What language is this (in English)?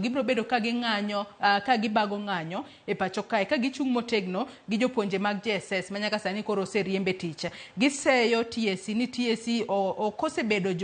Luo (Kenya and Tanzania)